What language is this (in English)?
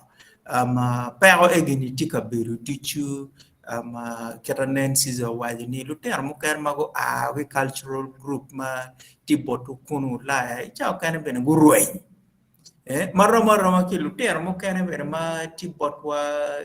Acoli